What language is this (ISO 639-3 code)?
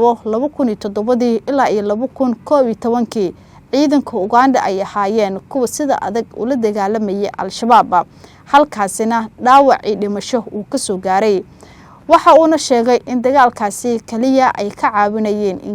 som